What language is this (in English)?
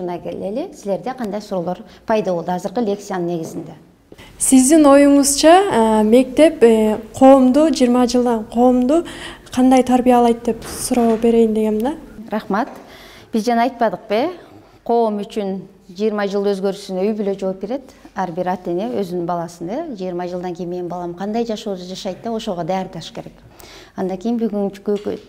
Kyrgyz